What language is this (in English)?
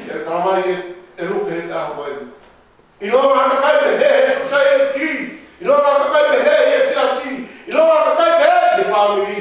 Tongan